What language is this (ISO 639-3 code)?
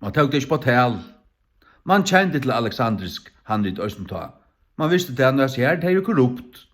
fao